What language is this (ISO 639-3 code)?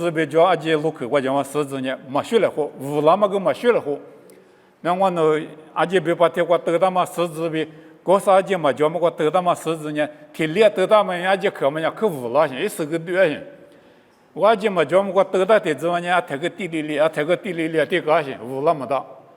lis